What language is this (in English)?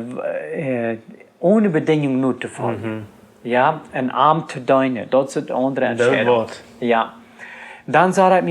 Plautdietsch